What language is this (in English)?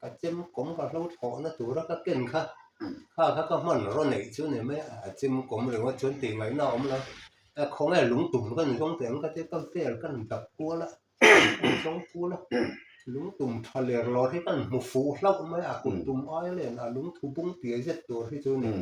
Mizo